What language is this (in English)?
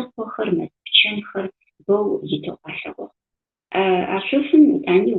Adyghe